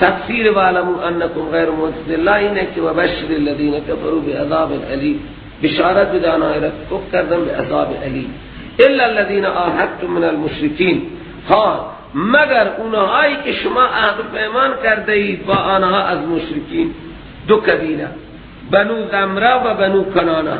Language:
Persian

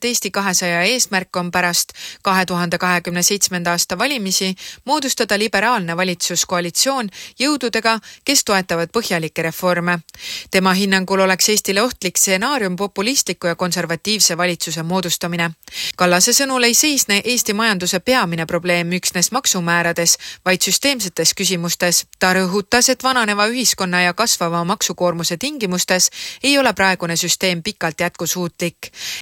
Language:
Estonian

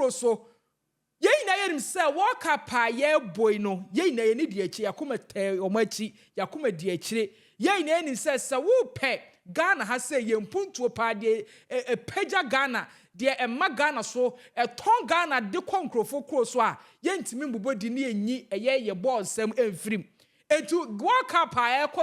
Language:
Akan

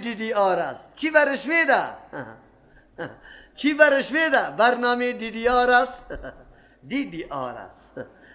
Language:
Persian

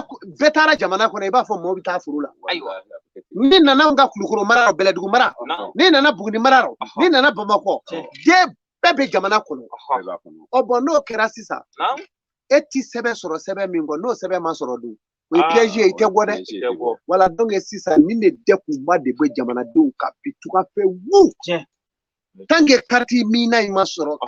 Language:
Bambara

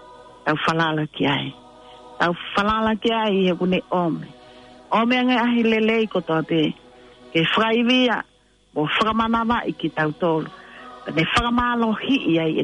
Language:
Tongan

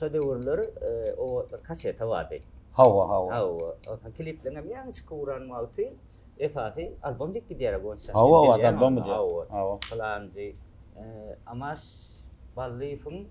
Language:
Turkmen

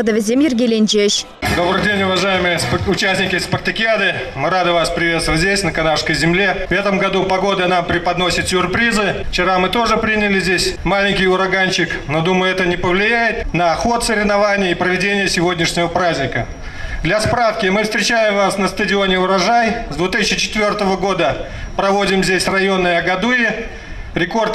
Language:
Chuvash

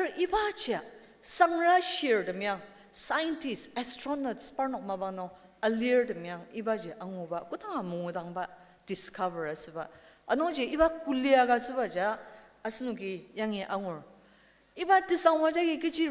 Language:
Ao Naga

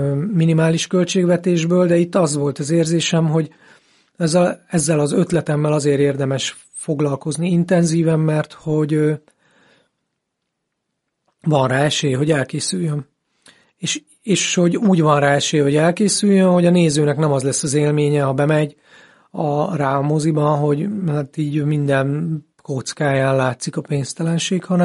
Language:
Hungarian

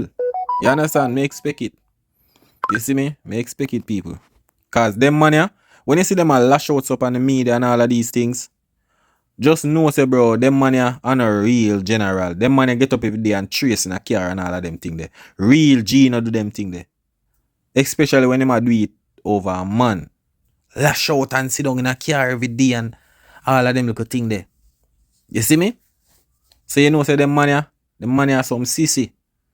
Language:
Jamaican Creole English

